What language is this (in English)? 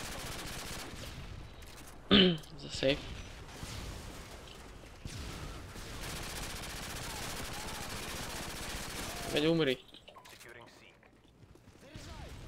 Slovak